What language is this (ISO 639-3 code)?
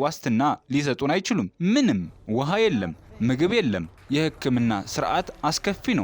amh